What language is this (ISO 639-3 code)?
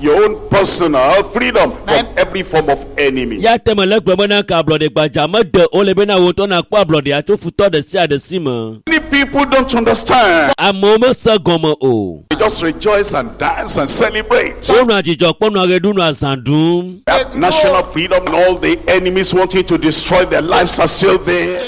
ewe